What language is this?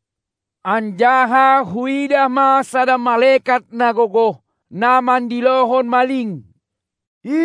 Batak Simalungun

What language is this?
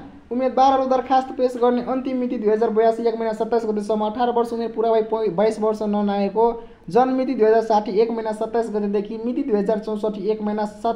Nepali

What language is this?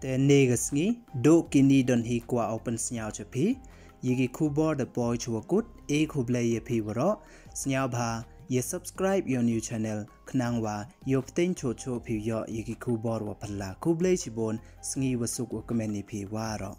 Pnar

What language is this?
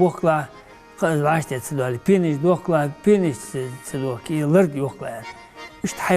Ingush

